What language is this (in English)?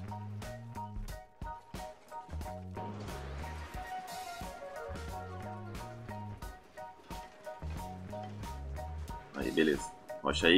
Portuguese